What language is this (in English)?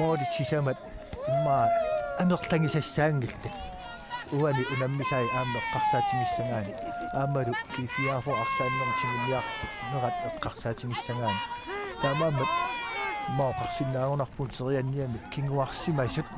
Kalaallisut